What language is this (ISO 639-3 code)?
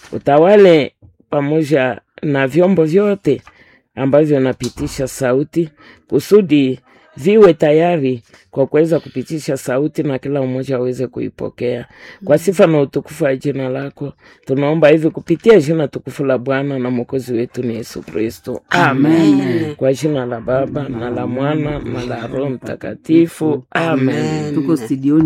swa